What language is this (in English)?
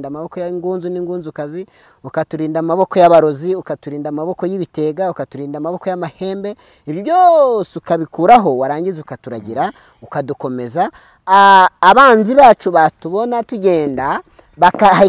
Kinyarwanda